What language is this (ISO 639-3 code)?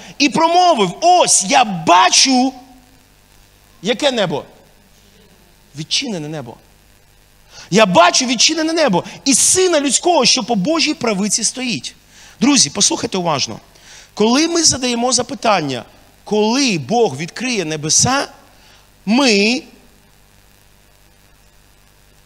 ukr